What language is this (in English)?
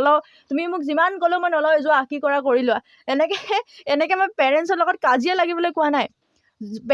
Assamese